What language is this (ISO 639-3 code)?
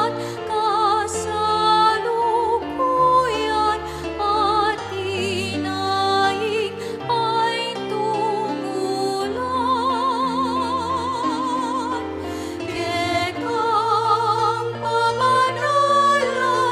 pam